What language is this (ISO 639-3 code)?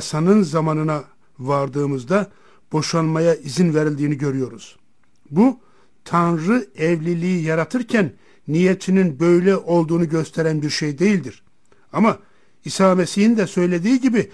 tur